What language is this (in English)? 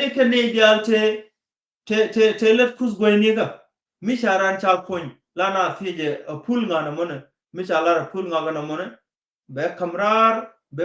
Nuer